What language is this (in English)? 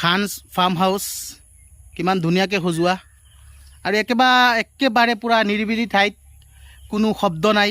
Assamese